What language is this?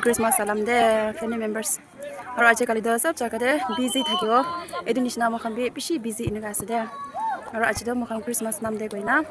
Naga Pidgin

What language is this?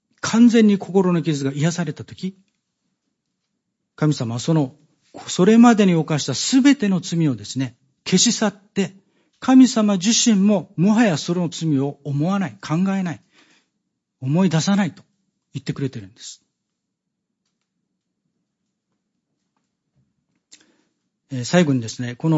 Japanese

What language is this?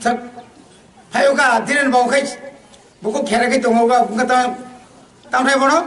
Kok Borok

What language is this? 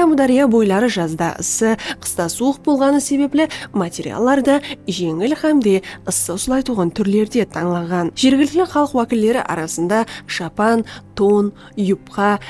Kara-Kalpak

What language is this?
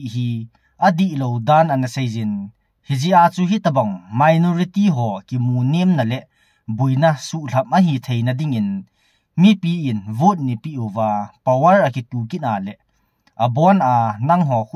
Thado Chin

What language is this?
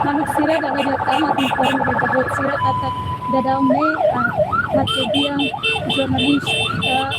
Tetum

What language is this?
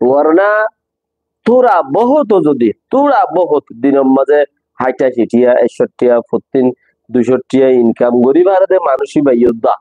Rohingya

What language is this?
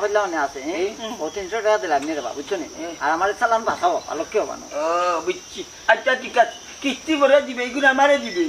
Sylheti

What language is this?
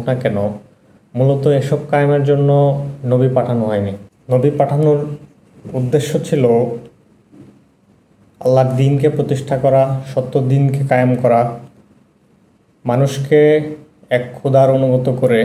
Bangla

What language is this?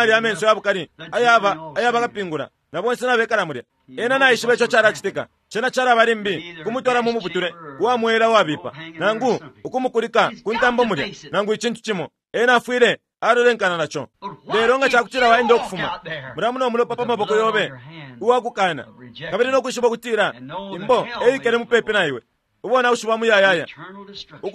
Bemba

